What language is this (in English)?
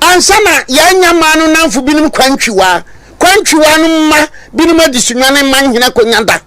Akan